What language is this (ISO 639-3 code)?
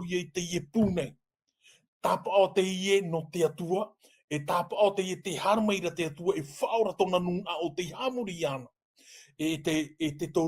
tah